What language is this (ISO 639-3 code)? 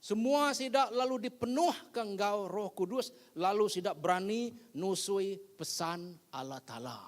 iba